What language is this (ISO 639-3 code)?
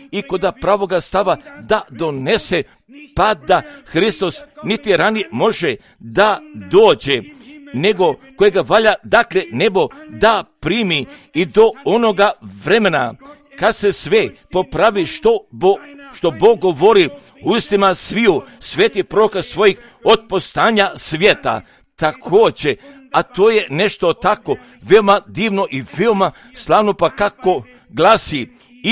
hrv